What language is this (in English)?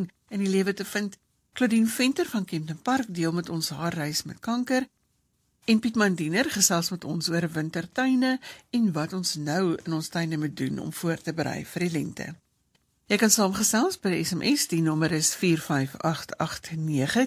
Afrikaans